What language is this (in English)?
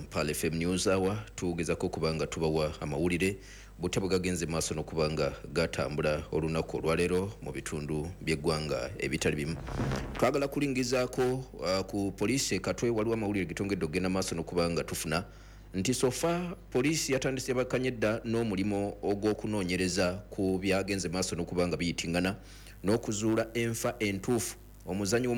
Ganda